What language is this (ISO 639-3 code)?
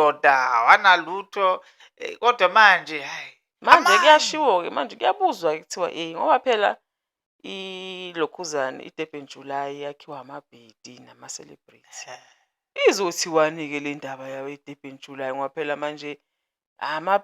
zul